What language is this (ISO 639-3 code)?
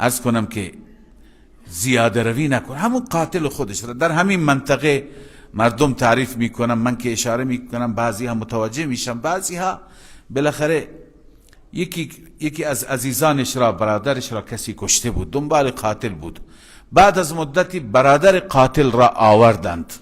fas